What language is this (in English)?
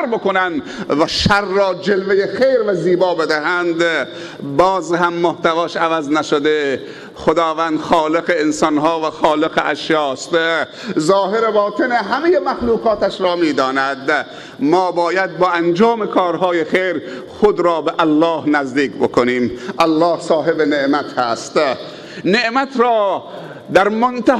Tajik